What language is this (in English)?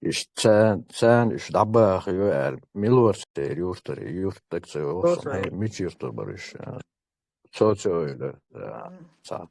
Chechen